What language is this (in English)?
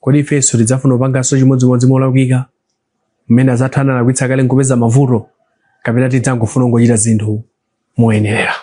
Nyanja